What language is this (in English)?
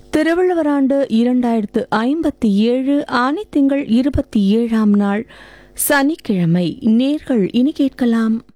Tamil